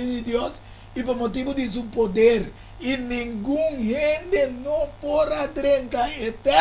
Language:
Papiamento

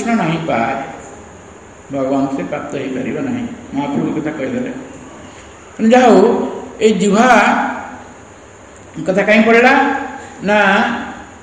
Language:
Odia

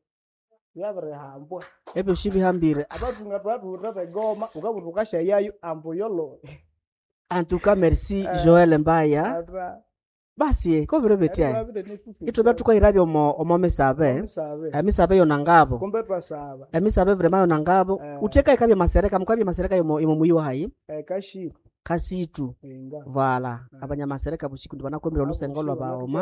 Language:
Nande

